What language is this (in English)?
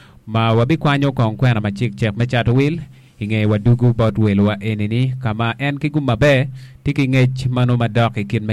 Acoli